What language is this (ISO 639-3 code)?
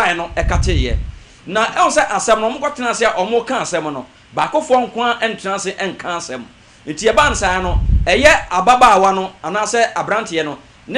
aka